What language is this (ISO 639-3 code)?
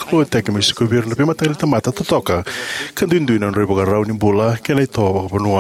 fij